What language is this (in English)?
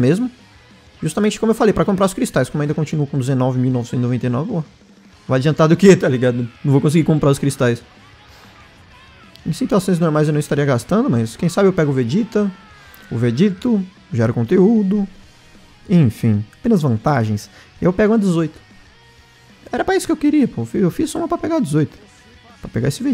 Portuguese